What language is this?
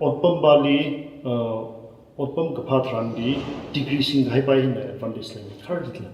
Tangkhul Naga (India)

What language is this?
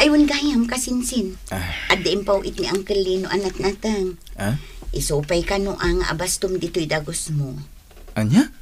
Iloko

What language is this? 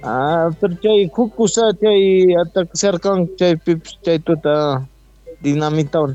South Bolivian Quechua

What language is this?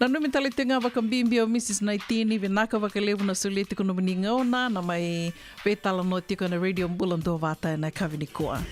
Fijian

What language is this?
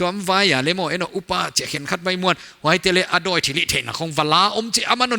Paite Chin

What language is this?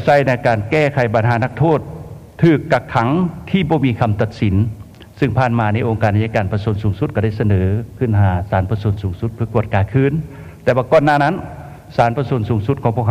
Lao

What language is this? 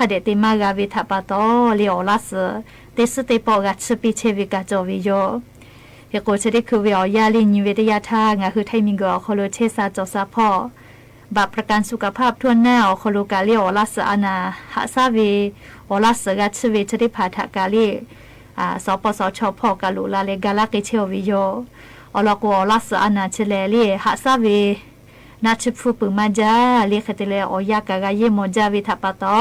Lahu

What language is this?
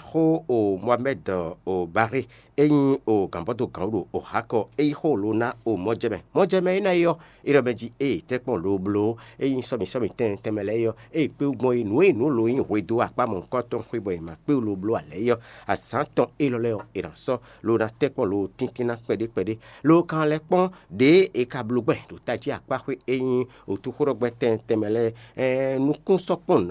Fon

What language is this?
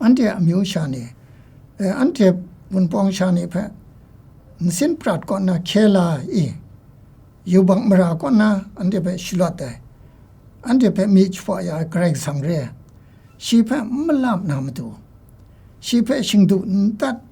Kachin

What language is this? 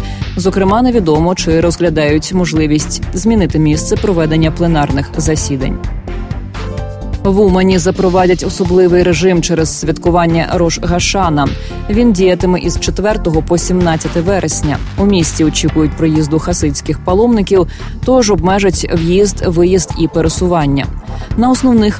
Ukrainian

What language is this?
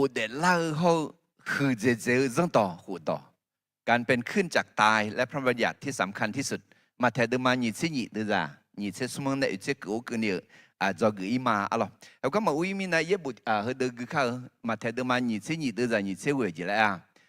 Akha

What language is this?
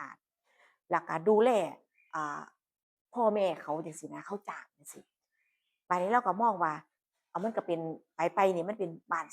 Northeastern Thai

